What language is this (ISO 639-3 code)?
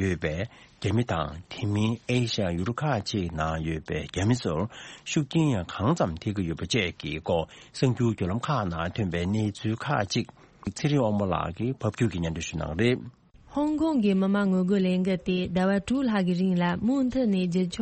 bod